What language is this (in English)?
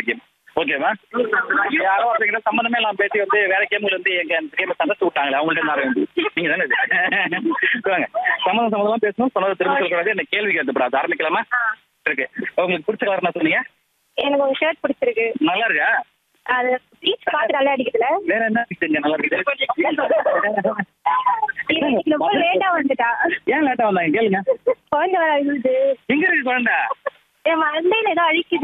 Tamil